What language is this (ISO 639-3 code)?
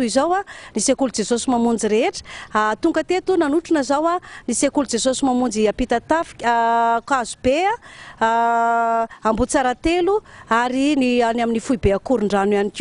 mlg